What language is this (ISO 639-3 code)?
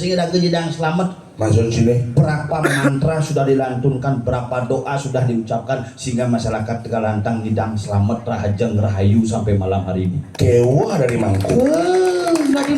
ban